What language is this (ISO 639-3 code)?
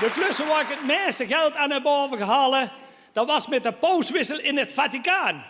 lim